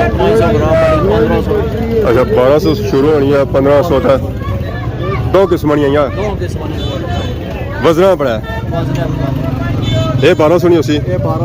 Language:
Pahari-Potwari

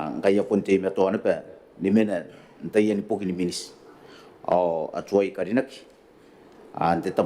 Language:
Gilbertese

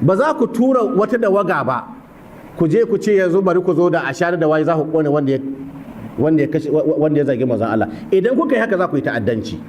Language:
Hausa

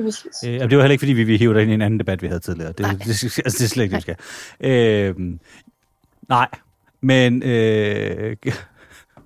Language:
Danish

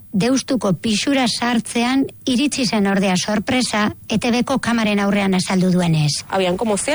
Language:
Basque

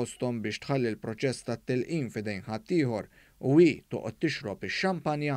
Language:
Maltese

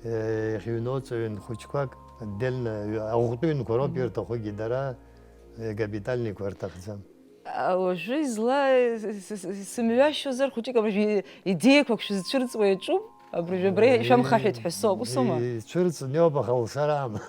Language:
Abkhazian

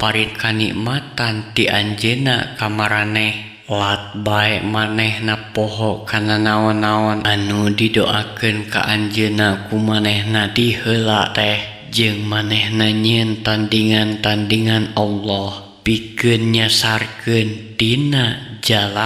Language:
Sundanese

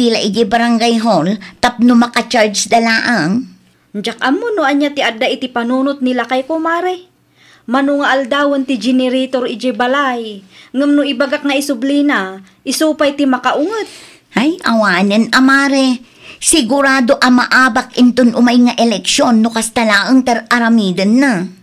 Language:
Iloko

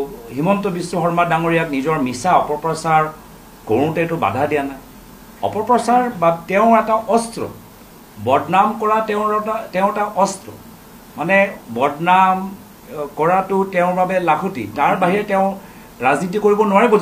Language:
Assamese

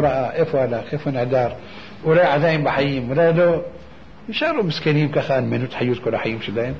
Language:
Hebrew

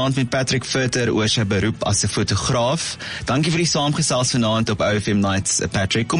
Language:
Afrikaans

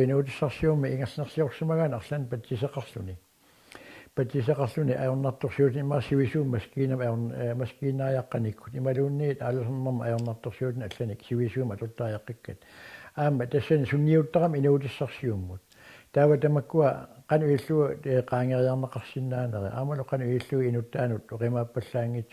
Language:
Kalaallisut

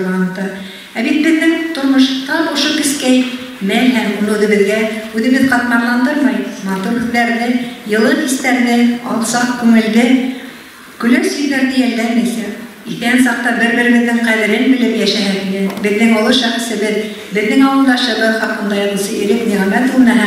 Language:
Bashkir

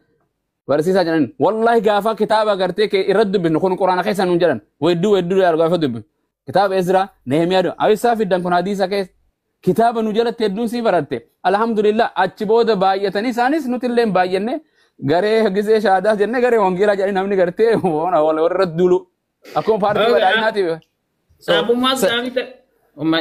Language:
Oromo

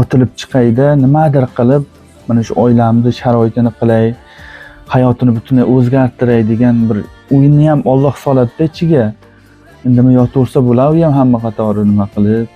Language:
Uzbek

